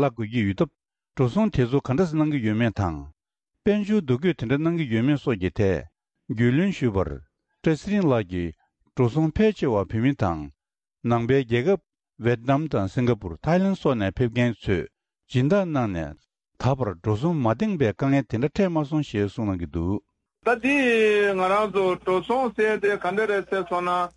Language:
Tibetan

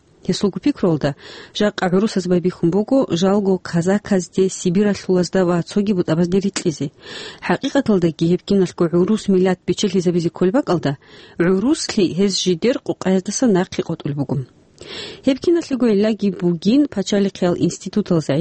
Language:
Avaric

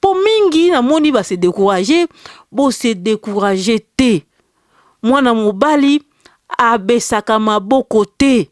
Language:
Lingala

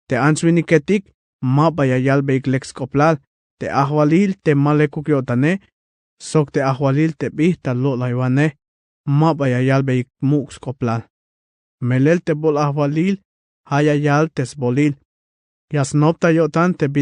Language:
Tzeltal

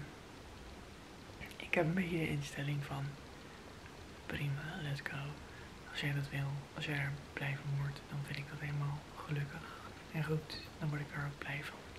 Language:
Dutch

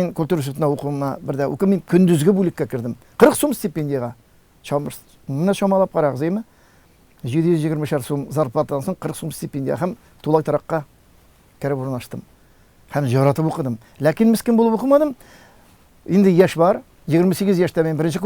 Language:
Tatar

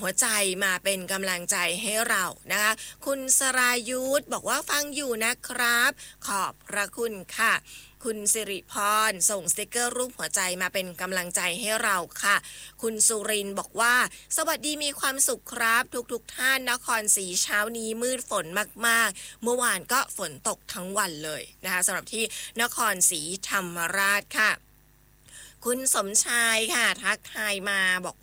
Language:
Thai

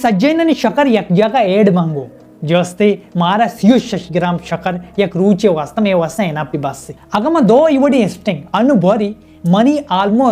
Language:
Baluchi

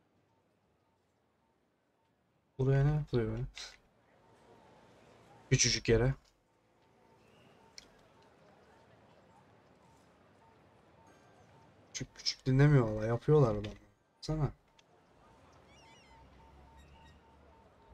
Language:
Turkish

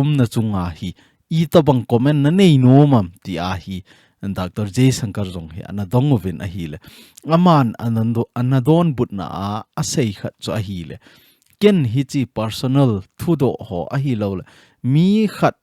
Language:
Thado Chin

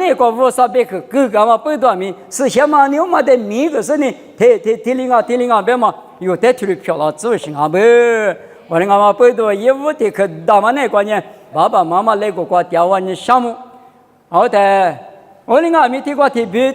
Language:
Lisu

